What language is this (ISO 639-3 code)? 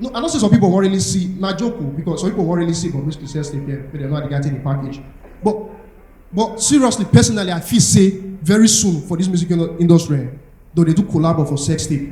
pcm